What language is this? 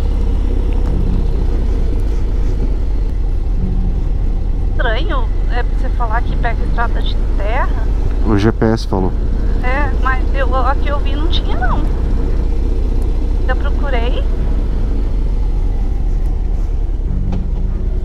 Portuguese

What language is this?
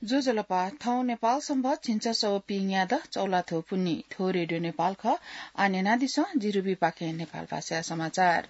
Newari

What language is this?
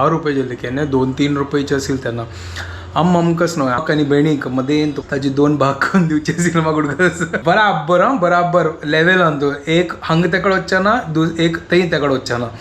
Konkani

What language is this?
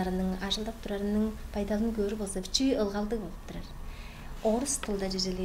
Tuvinian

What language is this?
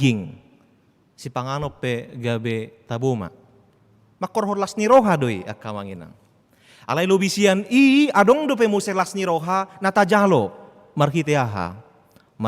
Batak Toba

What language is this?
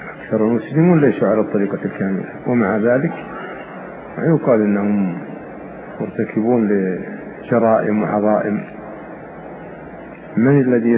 Arabic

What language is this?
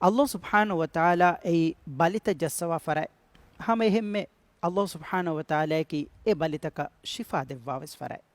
Divehi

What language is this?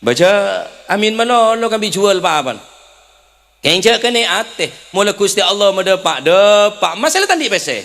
Madurese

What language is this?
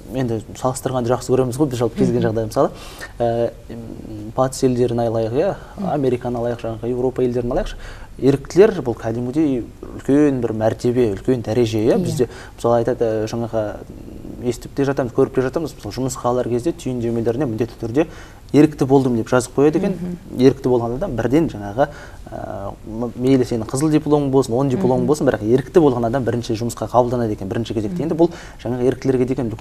Kazakh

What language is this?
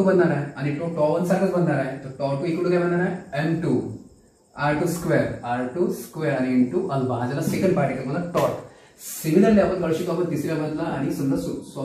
Marathi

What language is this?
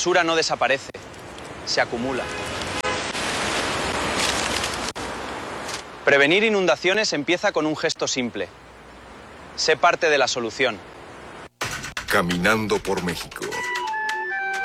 Spanish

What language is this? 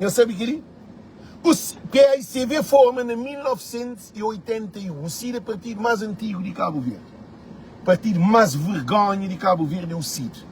Kabuverdianu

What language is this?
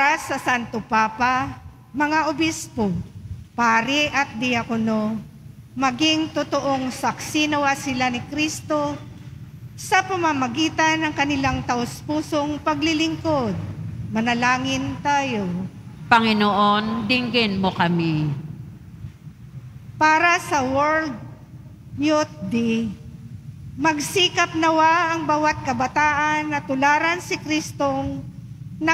Filipino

